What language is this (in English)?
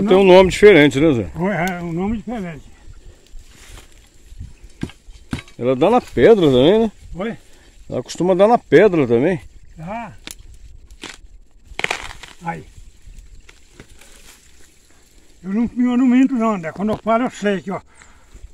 Portuguese